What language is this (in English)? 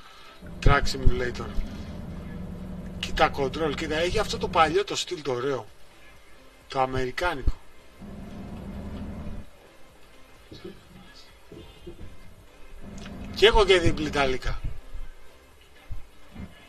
Greek